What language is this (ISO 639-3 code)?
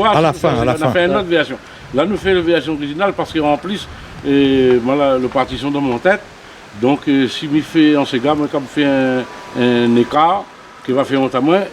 rcf